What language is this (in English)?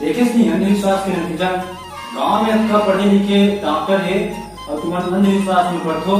Chhattisgarhi